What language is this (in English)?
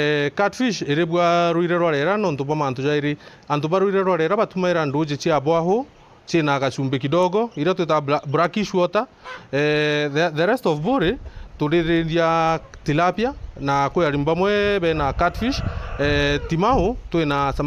Meru